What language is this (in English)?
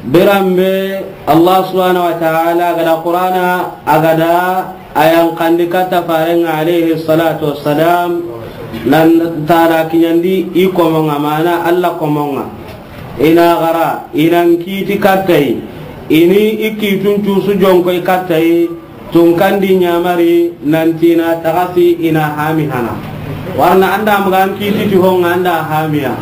Soninke